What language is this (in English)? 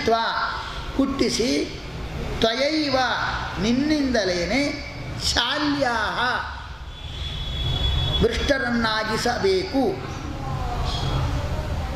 Kannada